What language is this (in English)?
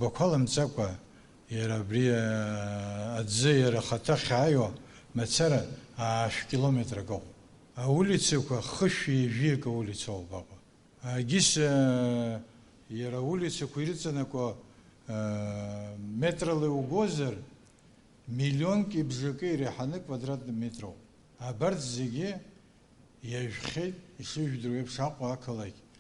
Abkhazian